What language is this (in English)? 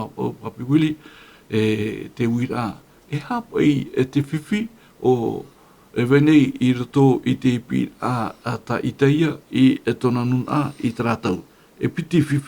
Tahitian